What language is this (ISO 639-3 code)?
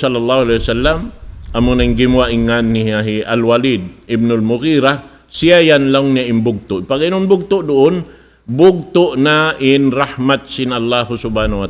tsg